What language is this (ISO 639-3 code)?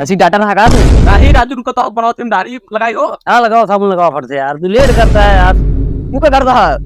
awa